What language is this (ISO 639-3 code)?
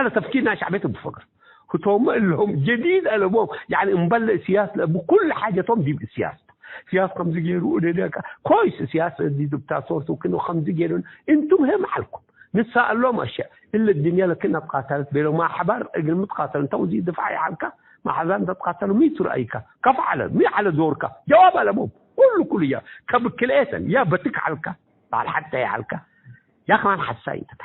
tig